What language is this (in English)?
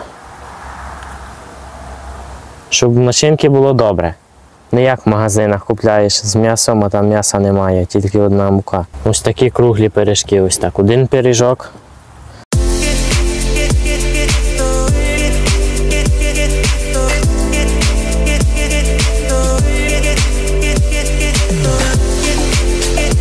Ukrainian